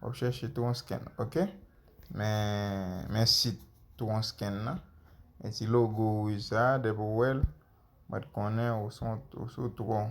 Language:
Haitian Creole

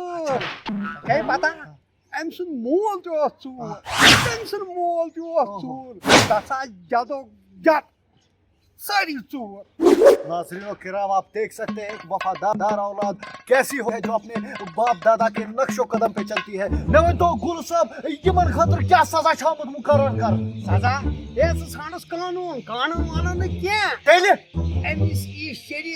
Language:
Kashmiri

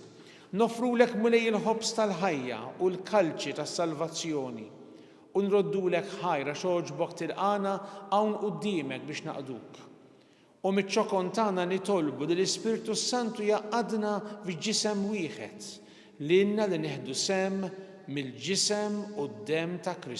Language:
Maltese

